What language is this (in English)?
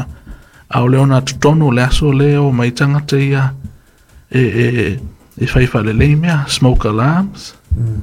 Samoan